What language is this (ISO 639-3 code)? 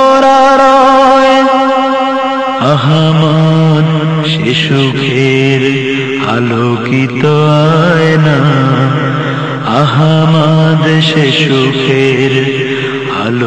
ben